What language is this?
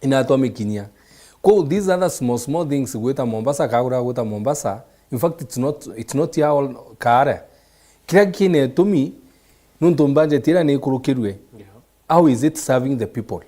Meru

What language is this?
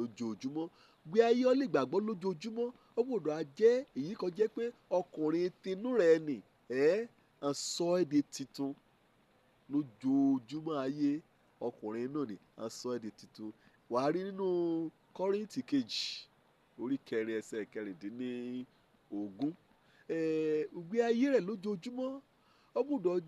Yoruba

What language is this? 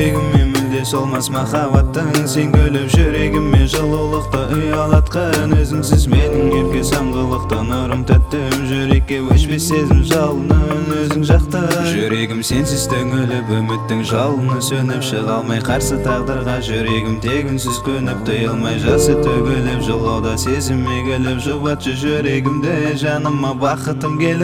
Kazakh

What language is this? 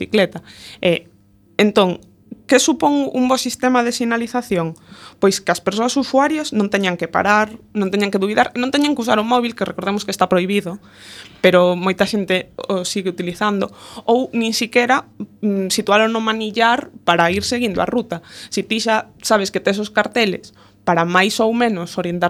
Galician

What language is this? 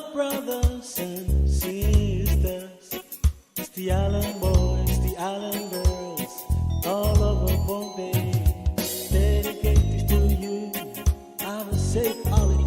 Pohnpeian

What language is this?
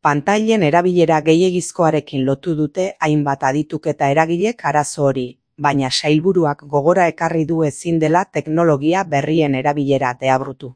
Basque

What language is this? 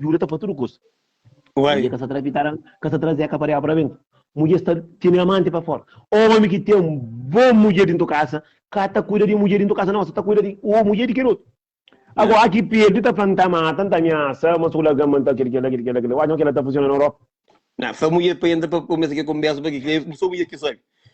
Kabuverdianu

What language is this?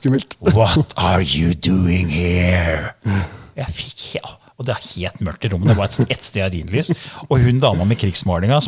Norwegian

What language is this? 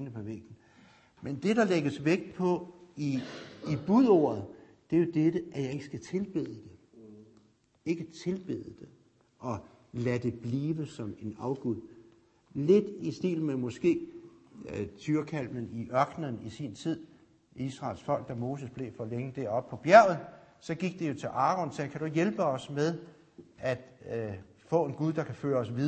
Danish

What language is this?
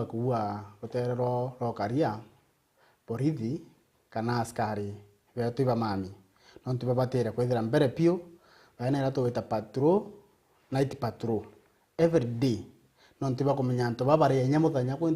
Meru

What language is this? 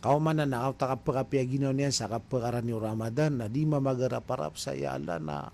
Maranao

